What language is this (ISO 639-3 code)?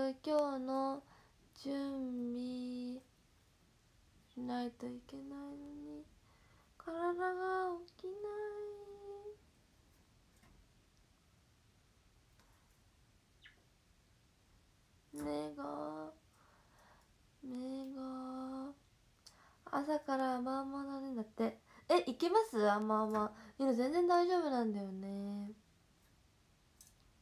jpn